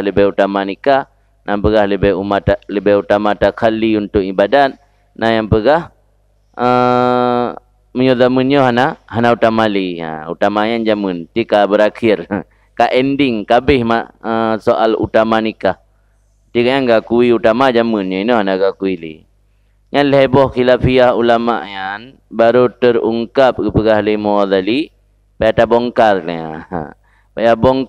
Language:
Achinese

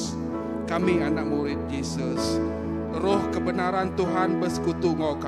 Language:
Iban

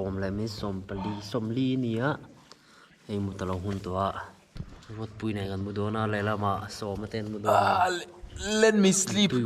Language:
Mizo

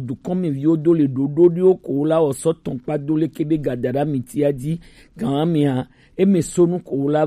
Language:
Gen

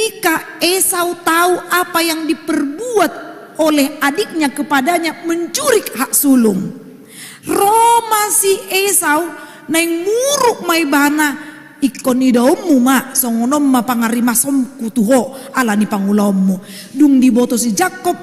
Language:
Batak Toba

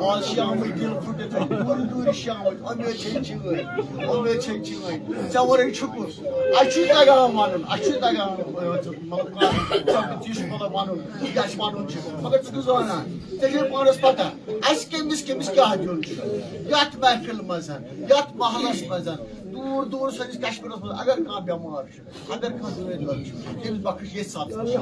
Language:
Kashmiri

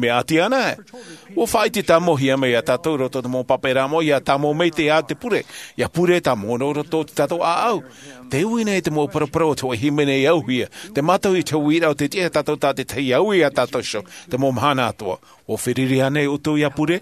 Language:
Tahitian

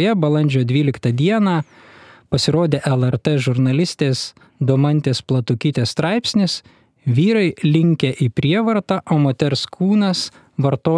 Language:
Lithuanian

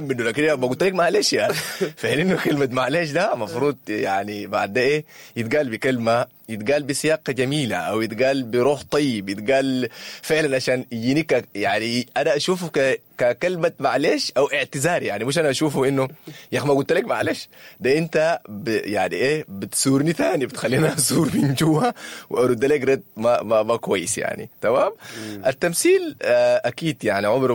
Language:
Sudanese Arabic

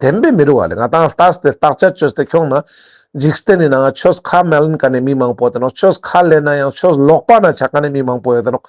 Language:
Ladakhi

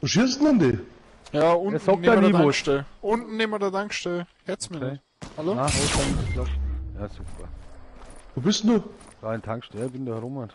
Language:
Bavarian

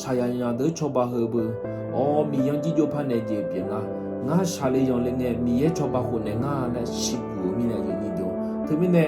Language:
Akha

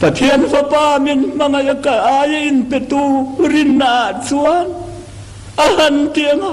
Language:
Mizo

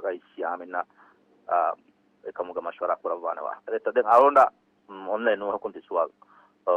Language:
Divehi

